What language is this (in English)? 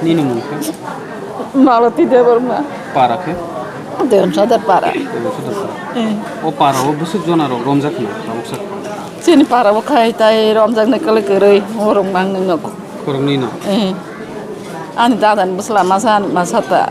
Kok Borok